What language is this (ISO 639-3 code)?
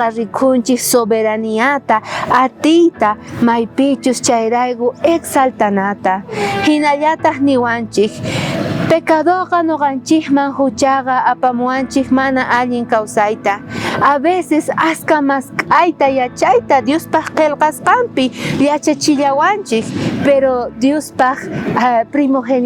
quh